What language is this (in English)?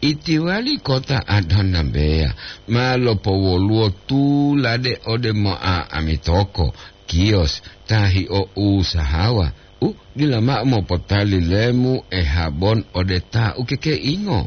Gorontalo